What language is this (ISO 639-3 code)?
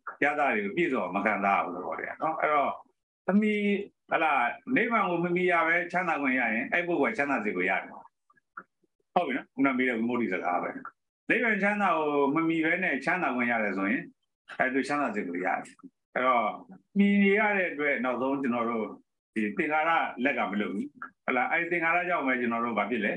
mya